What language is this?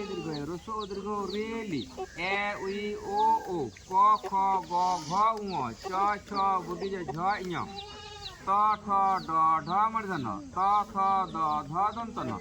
Santali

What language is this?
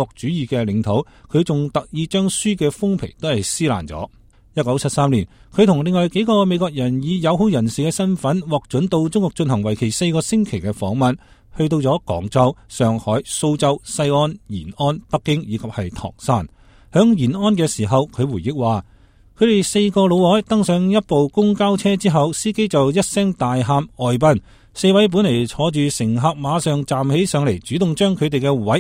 Cantonese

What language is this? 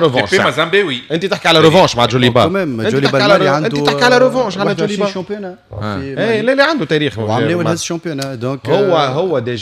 Tunisian Arabic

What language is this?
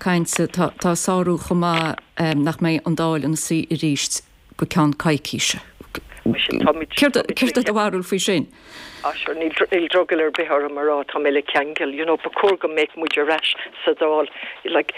Irish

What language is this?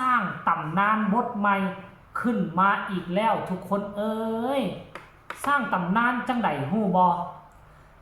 Northeastern Thai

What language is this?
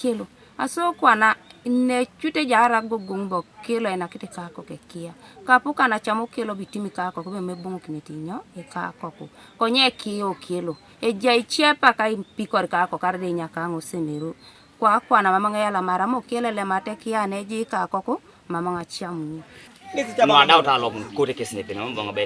Teso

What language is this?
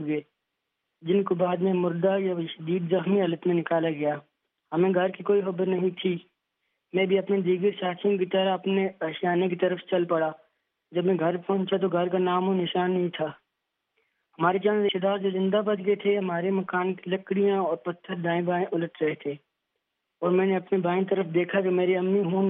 Urdu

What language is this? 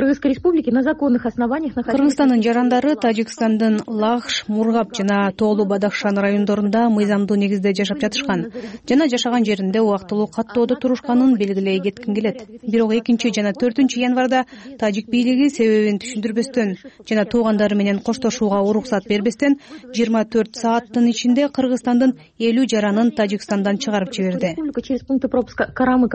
Kyrgyz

